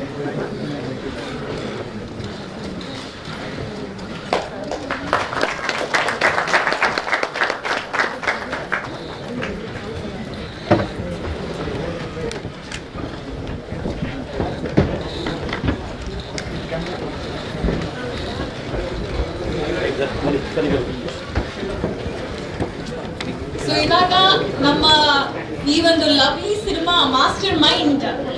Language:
Kannada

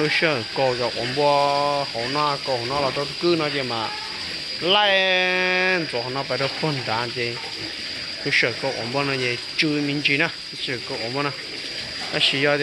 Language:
Hmong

